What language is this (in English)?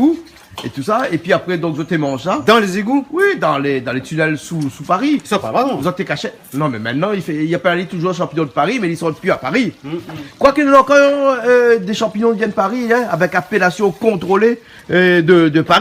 Réunion Creole French